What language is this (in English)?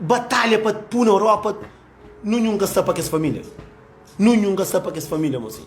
Kabuverdianu